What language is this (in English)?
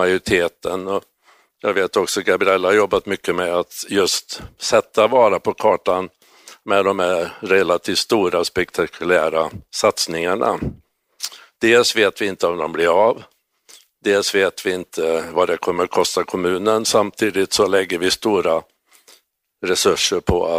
Swedish